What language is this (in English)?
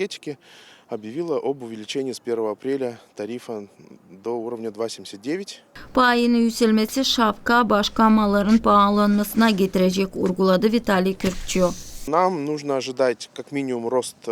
Gagauz